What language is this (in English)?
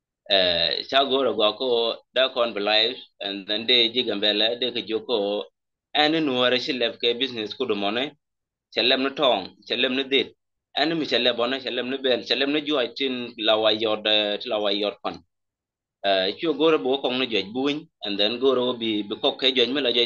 Nuer